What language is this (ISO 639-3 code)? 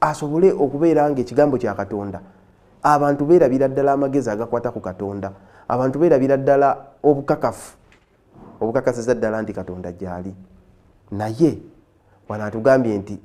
lug